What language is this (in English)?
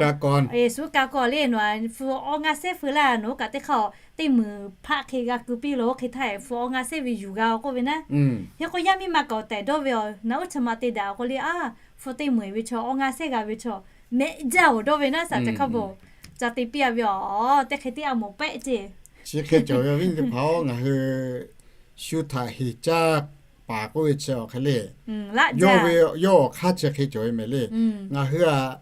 Lahu